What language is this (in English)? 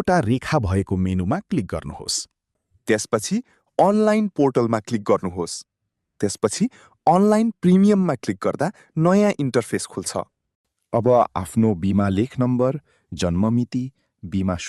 Nepali